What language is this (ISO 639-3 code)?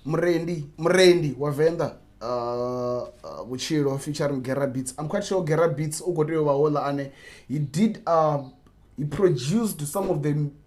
ven